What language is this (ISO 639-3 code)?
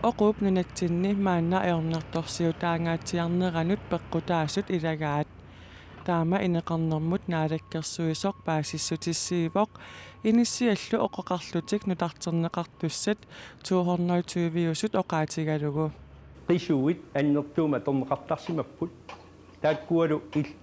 kal